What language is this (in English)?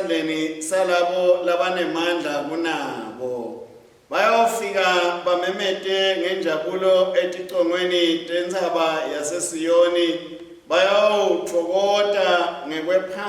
Swati